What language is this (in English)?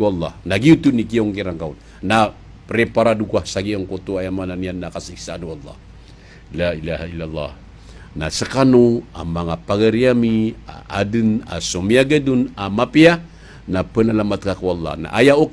Maranao